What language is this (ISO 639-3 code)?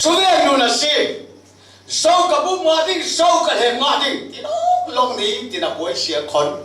cfm